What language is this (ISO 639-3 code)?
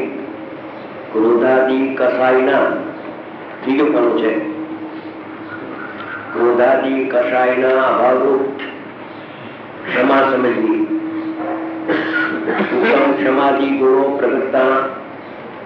guj